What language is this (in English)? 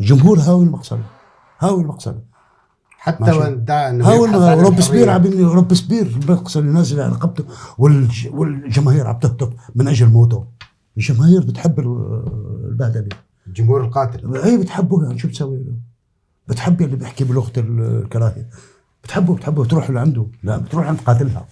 North Levantine Arabic